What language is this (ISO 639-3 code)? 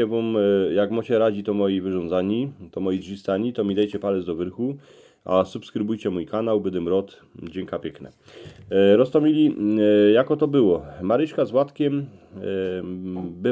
szl